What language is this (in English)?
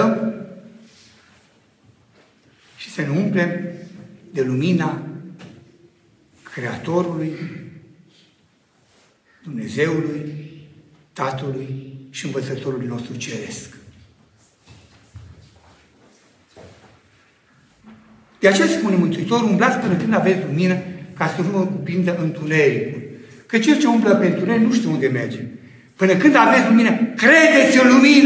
Romanian